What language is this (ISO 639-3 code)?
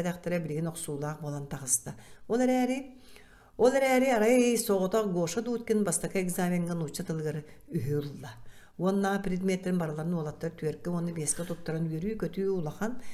sah